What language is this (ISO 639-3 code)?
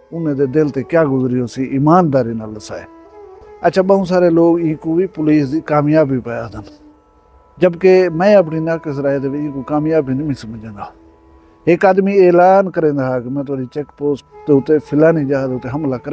skr